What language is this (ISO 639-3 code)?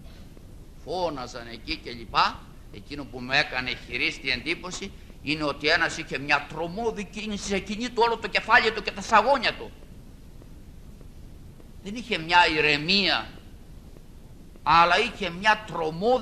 ell